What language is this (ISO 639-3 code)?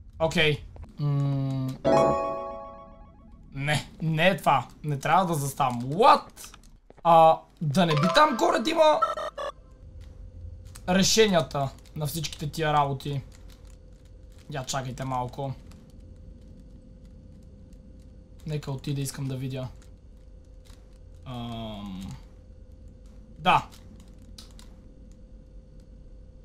bul